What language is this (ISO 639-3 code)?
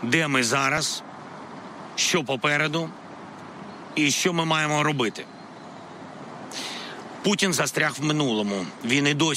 ukr